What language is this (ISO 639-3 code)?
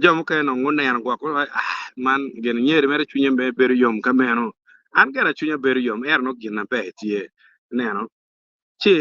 ach